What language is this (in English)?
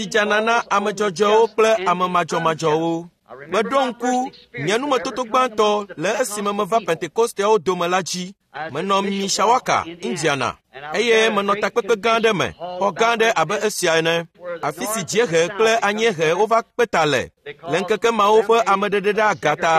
Ewe